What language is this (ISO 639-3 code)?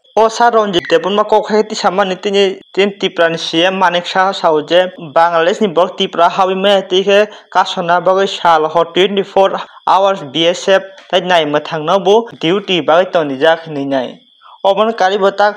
trp